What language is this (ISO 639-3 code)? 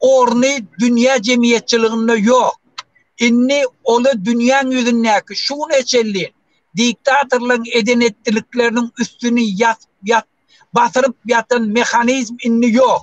tuk